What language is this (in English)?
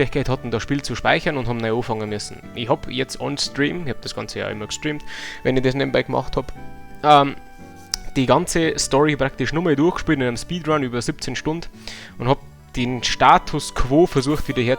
Bavarian